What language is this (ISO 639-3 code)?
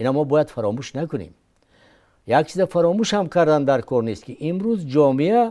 tgk